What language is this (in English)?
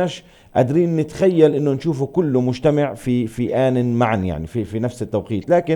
North Levantine Arabic